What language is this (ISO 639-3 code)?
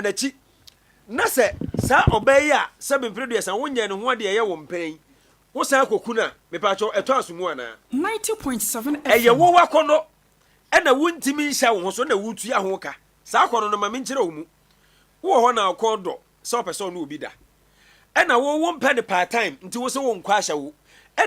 aka